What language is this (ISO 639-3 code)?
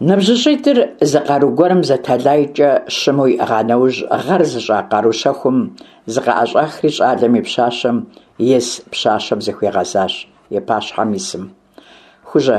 kbd